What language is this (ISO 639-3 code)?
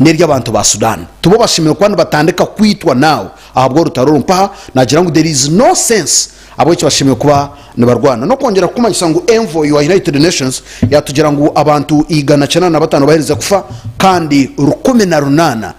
nyn